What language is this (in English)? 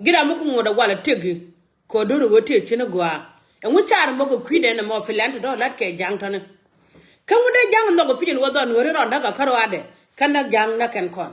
Nuer